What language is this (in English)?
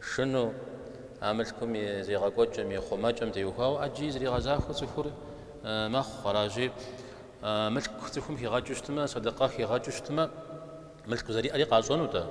Kabardian